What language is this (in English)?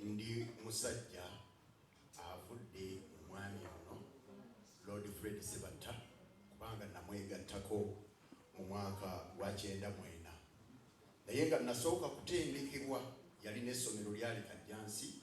Ganda